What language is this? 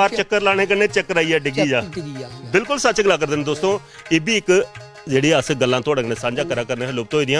Dogri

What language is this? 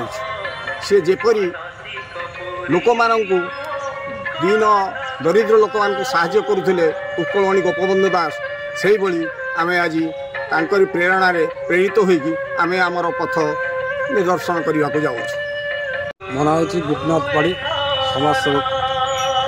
Odia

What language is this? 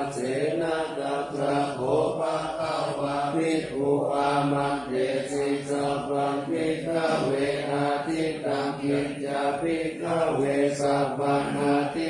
Pali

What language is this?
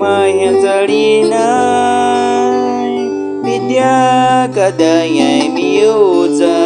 Baniwa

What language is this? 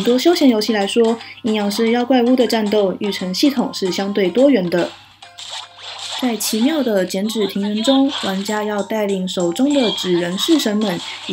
Chinese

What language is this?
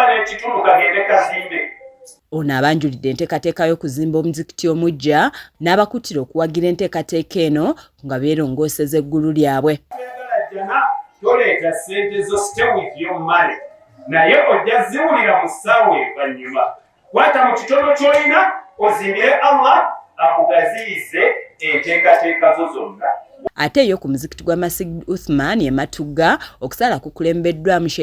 Ganda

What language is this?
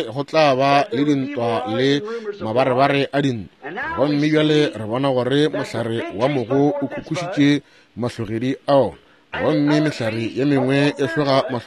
Northern Sotho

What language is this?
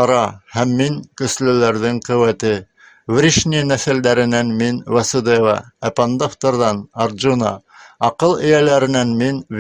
Bashkir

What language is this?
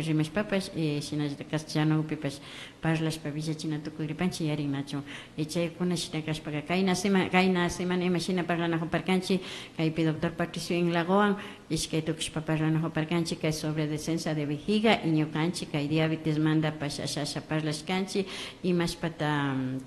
Imbabura Highland Quichua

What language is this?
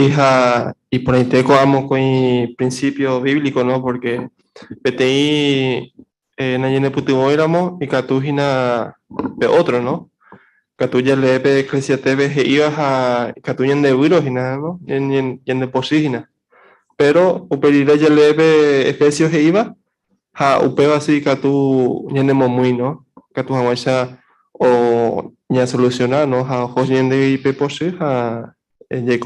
Guarani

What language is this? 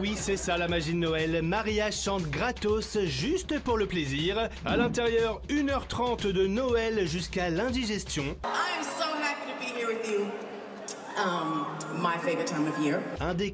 French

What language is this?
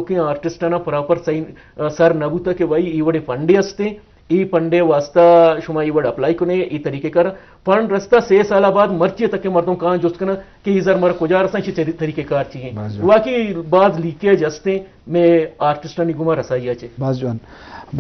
Eastern Balochi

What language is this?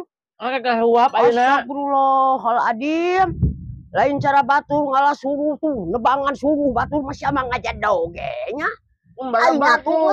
Sundanese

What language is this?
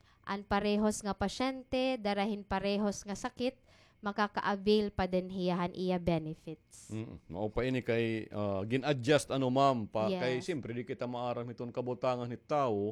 Waray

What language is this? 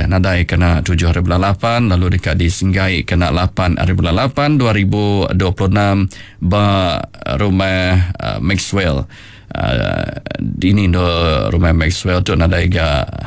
Iban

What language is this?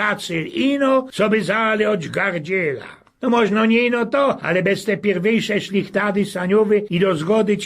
Silesian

